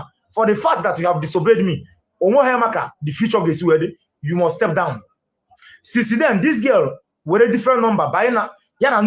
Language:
Igbo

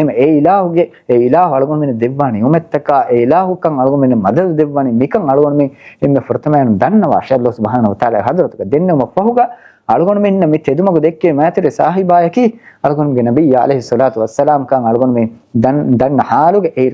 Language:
Divehi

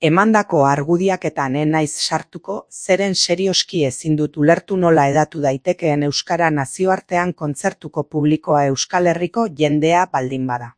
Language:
Basque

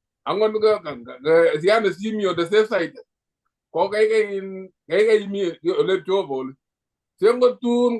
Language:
Kalenjin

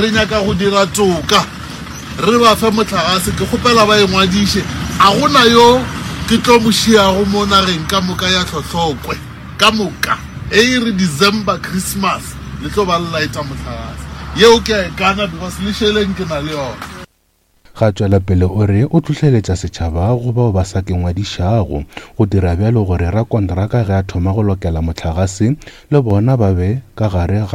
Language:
Northern Sotho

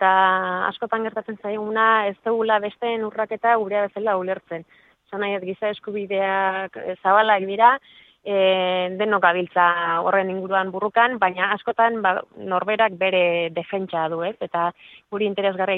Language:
Basque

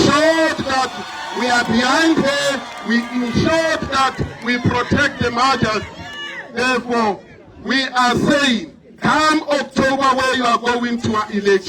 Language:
Tswana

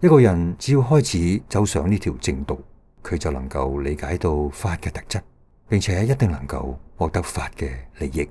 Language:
Cantonese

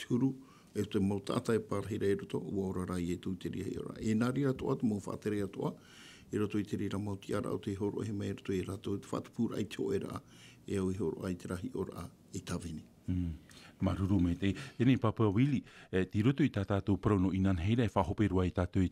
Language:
Tahitian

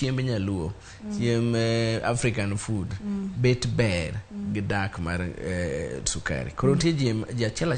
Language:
Luo (Kenya and Tanzania)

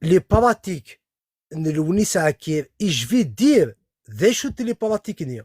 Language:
Kabyle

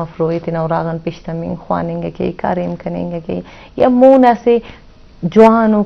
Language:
Eastern Balochi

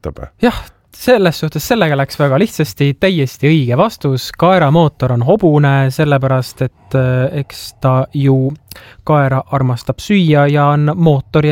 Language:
Estonian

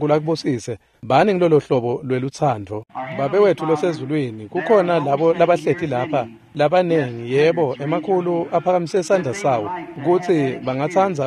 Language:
Swati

